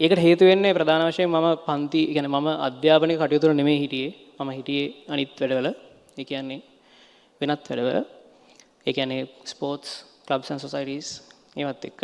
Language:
Sinhala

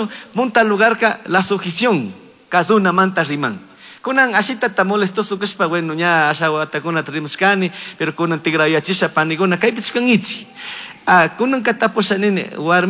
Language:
Chimborazo Highland Quichua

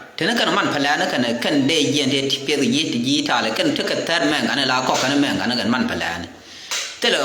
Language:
Nuer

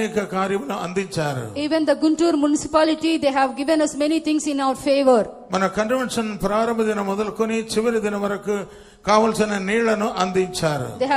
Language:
Telugu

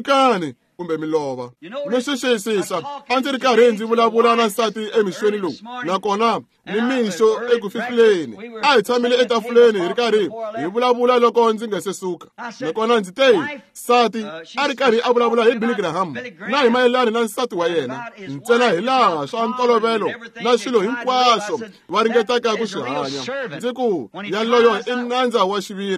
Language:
Tsonga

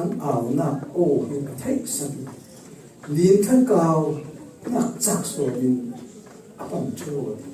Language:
Falam Chin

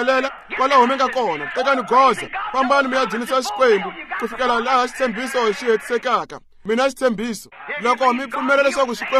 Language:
Tsonga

